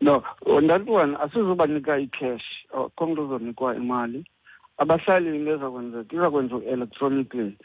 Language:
Xhosa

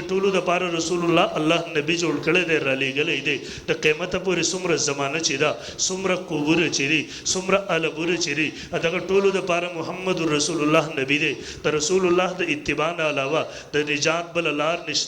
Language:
Pashto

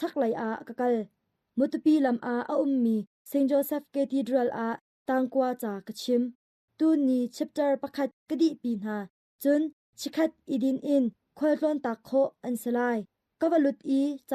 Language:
Hakha Chin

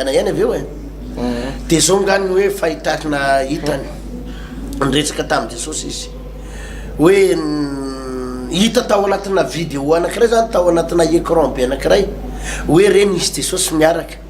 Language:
Malagasy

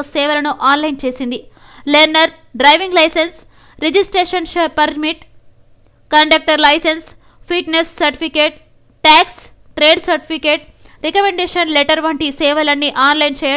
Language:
Telugu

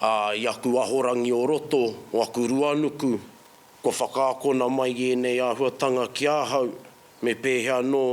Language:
Māori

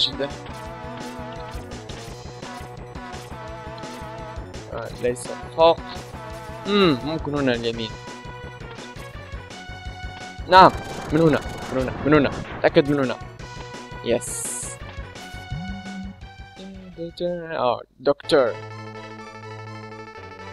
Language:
Arabic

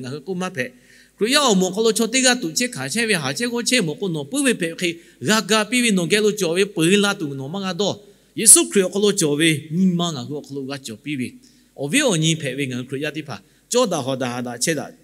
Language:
Lahu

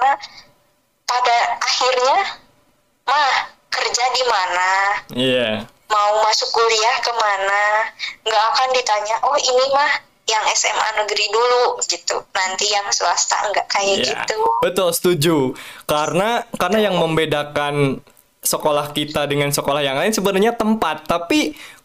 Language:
Indonesian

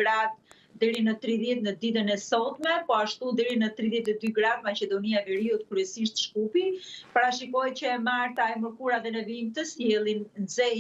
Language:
Albanian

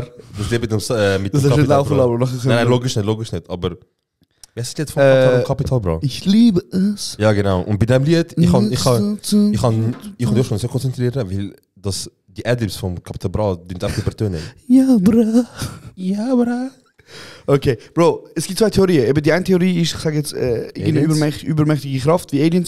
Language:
Swiss German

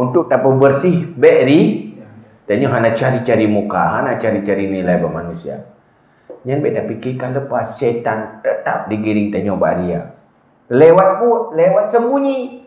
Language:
Achinese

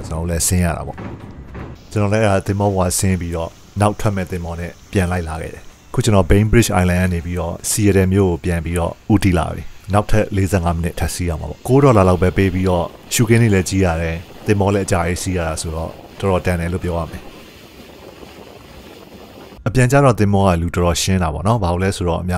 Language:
Burmese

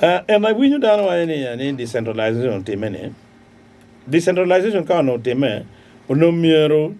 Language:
Acoli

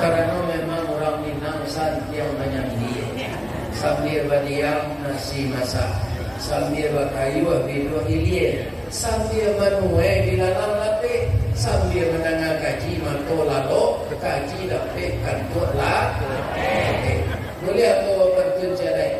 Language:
Minangkabau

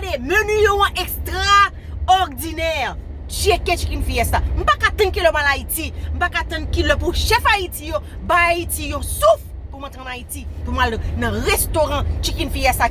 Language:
Haitian Creole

